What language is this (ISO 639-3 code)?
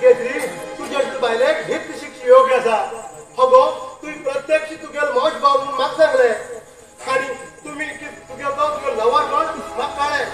kok